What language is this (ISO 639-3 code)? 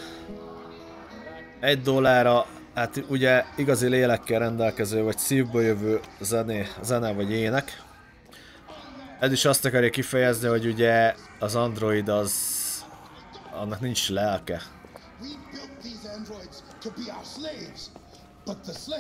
hun